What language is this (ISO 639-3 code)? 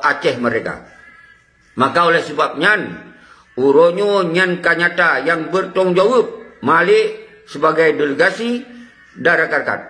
ace